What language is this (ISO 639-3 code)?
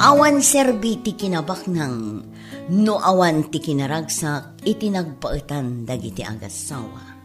ilo